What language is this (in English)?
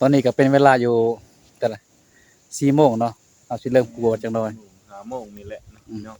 Northeastern Thai